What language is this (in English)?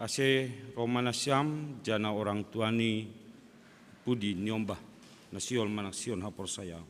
Batak Simalungun